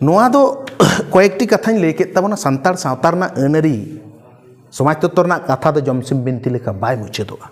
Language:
Santali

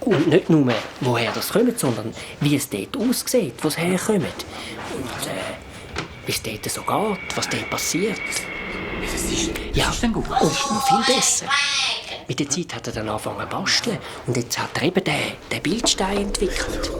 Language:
Swiss German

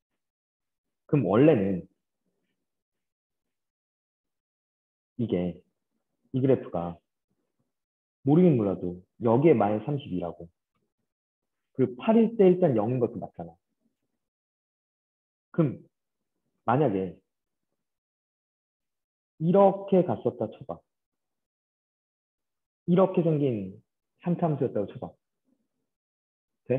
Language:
Korean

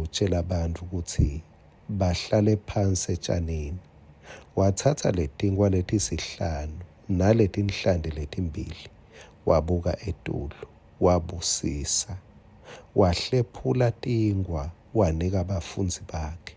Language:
Swati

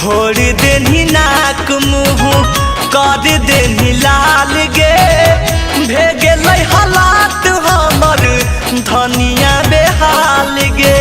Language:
Magahi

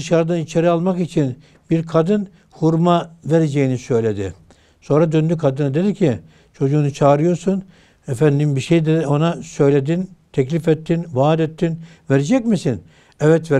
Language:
Turkish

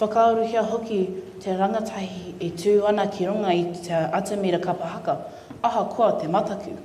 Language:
Māori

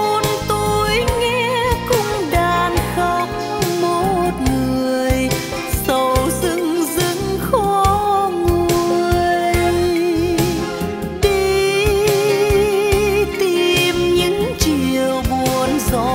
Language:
Vietnamese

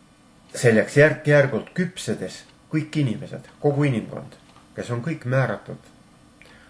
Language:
Estonian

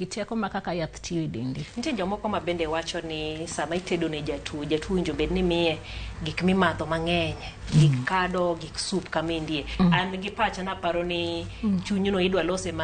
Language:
Luo (Kenya and Tanzania)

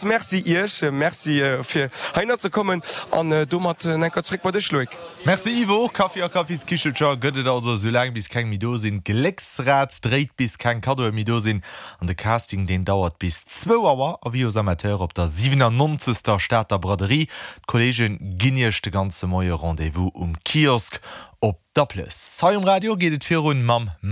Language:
Luxembourgish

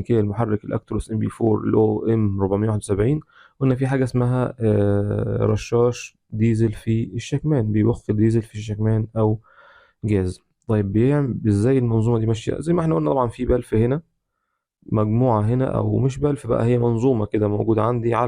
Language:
Egyptian Arabic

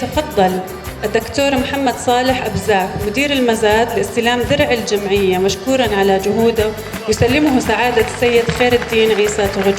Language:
North Levantine Arabic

